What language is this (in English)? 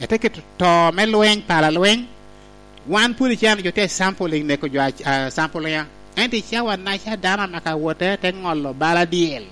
Lango (Uganda)